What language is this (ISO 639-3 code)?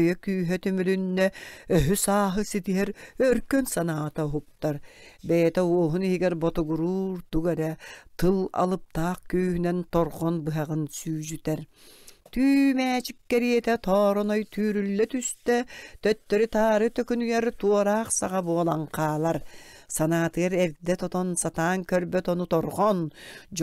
sah